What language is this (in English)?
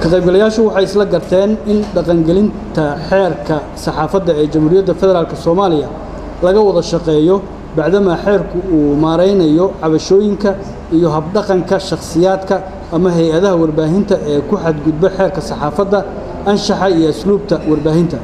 Somali